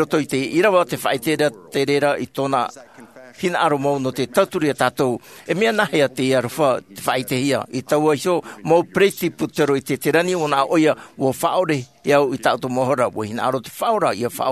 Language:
Tahitian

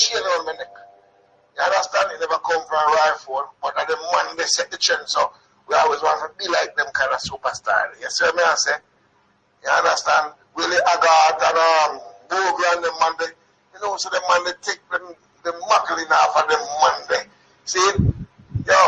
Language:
Jamaican Creole English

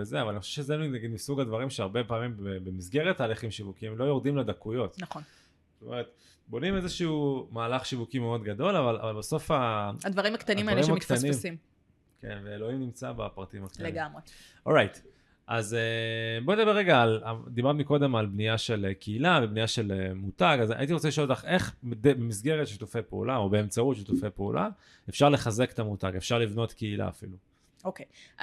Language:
Hebrew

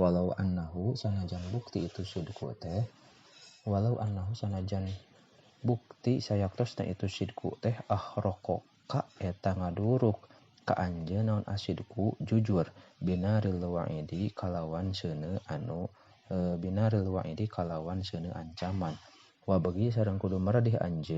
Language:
Sundanese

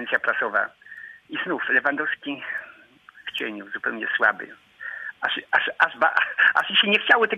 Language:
Polish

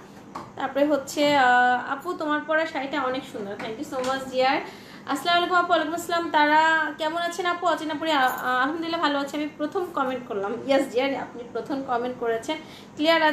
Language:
Bangla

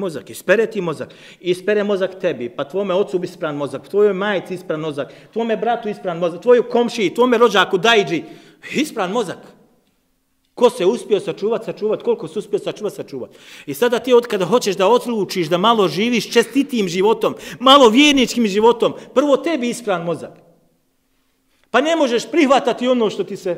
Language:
Bosnian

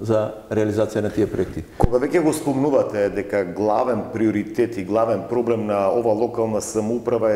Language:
Macedonian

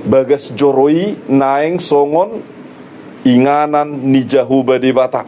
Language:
Batak Toba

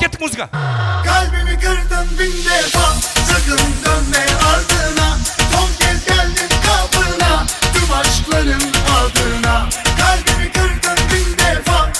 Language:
Kara-Kalpak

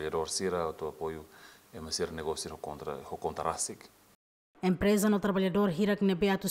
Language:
Tetum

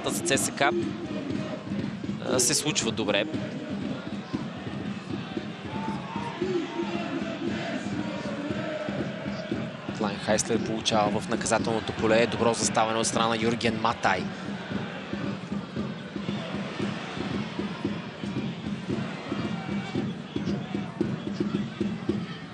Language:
Bulgarian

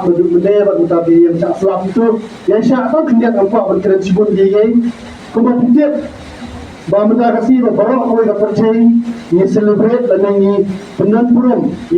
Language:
Khasi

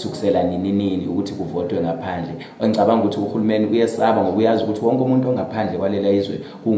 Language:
North Ndebele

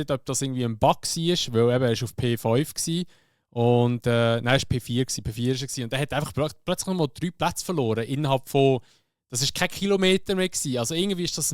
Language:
Swiss German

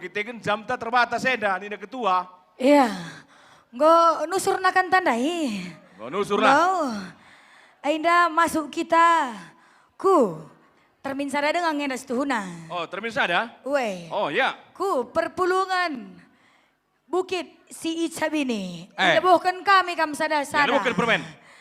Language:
Batak Karo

